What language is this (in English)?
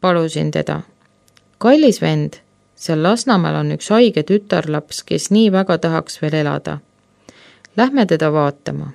Estonian